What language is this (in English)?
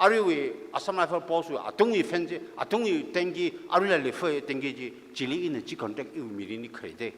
Tangkhul Naga (India)